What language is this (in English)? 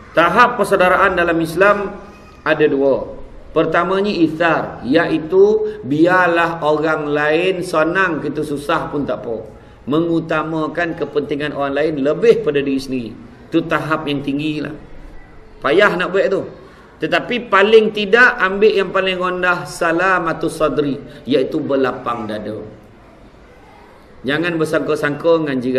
Malay